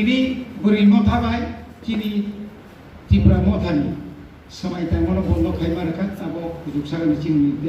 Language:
Kok Borok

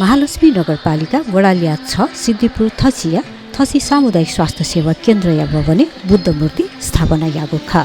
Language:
Newari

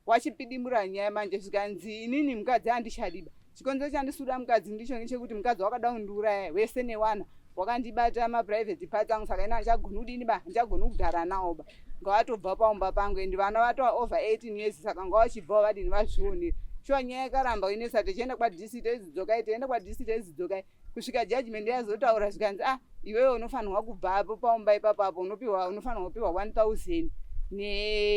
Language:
Shona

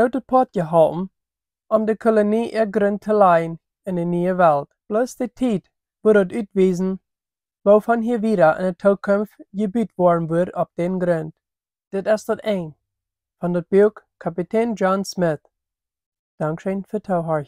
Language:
Plautdietsch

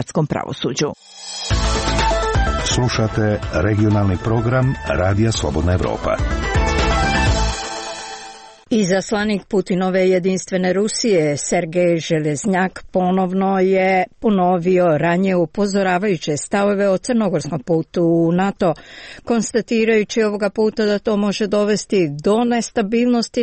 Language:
Croatian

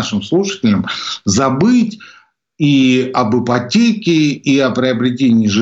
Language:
Russian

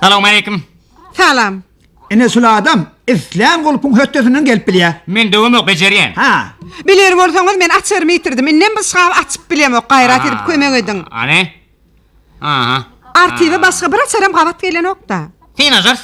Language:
Turkmen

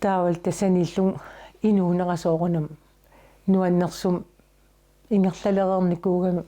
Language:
Kalaallisut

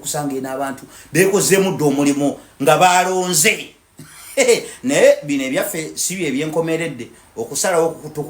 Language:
Ganda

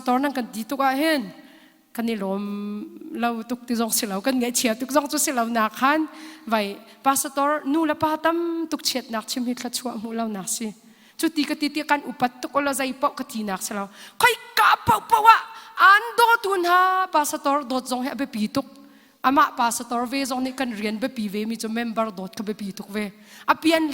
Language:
Hakha Chin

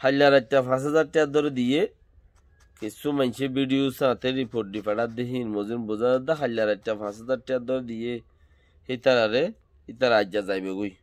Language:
Rohingya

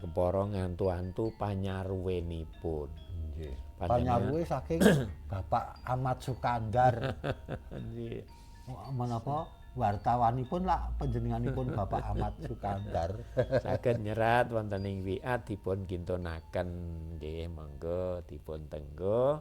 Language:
Javanese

